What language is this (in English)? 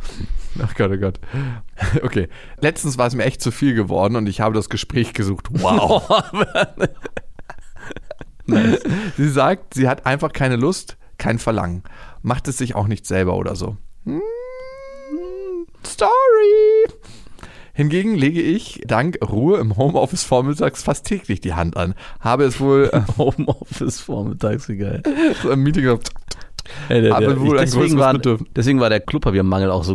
German